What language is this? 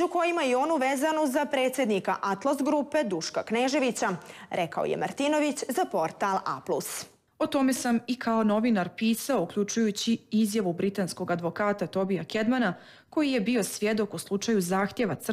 Serbian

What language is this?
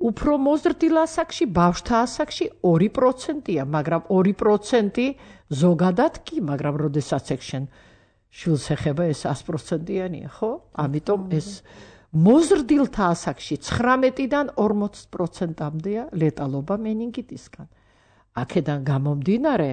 Georgian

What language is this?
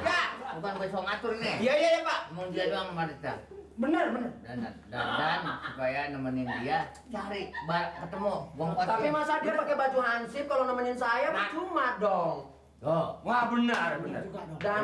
Betawi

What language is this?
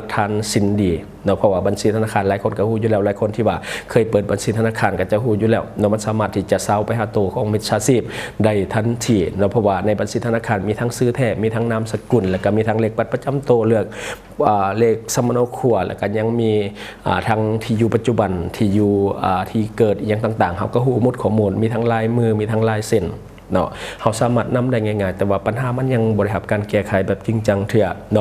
Lao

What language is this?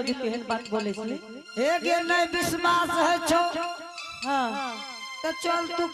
Angika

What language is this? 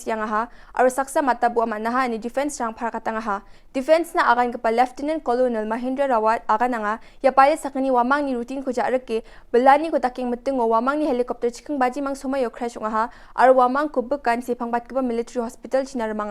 Garo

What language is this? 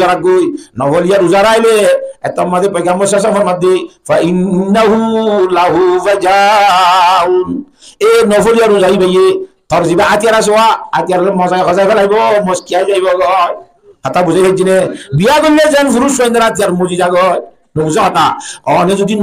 Rohingya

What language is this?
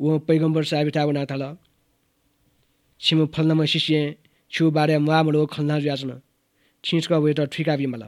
Newari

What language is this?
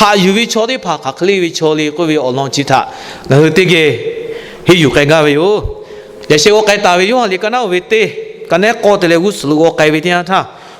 Lahu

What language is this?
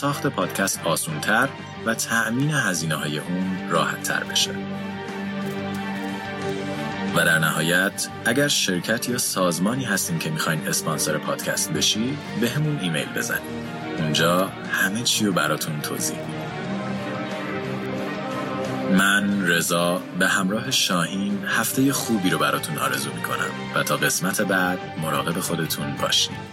Persian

